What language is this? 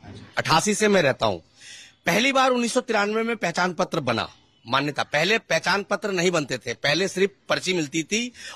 Hindi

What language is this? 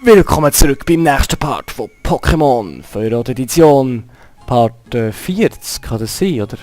Swiss German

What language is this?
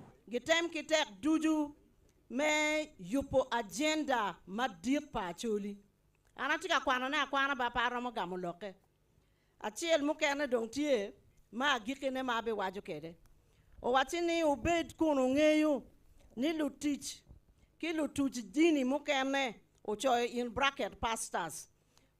Acoli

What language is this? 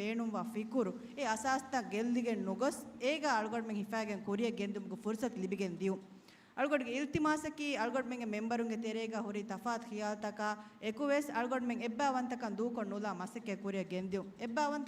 Divehi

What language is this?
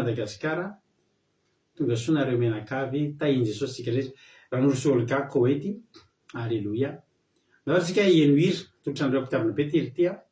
Malagasy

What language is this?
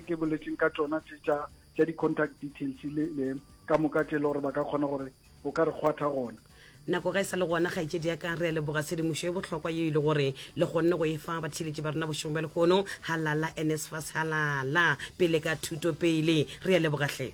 Northern Sotho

